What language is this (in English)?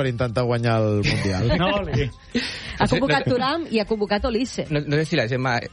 Catalan